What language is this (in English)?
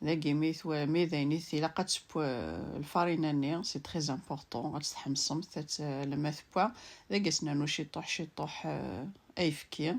Kabyle